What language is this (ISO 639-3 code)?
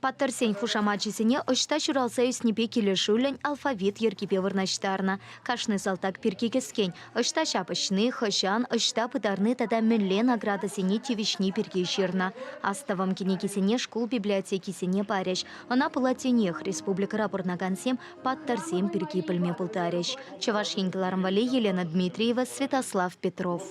chv